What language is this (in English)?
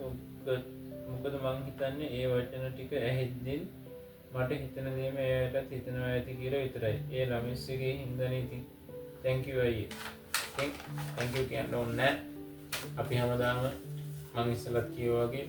Sinhala